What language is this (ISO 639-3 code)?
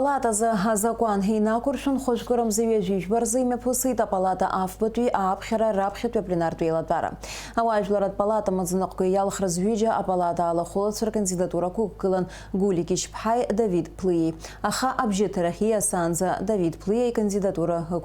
abk